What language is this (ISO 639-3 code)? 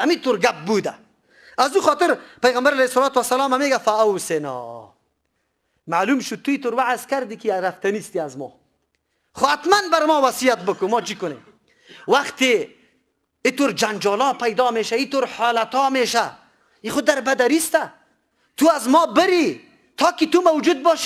fas